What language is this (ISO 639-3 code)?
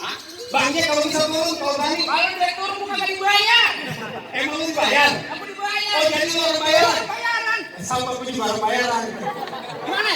bew